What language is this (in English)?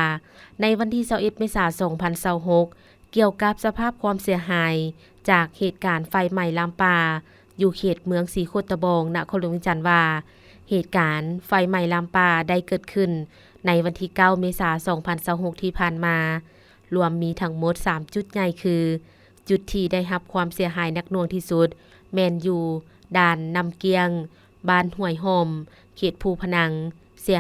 Lao